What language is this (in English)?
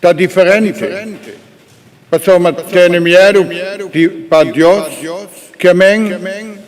Papiamento